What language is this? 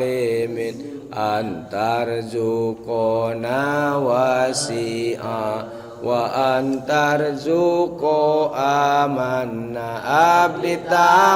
Sundanese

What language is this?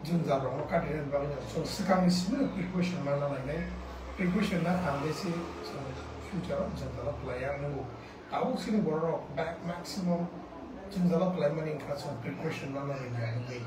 Kok Borok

